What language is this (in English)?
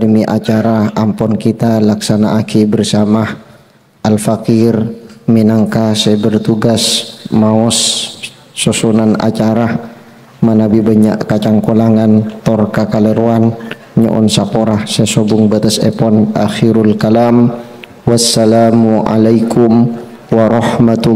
Madurese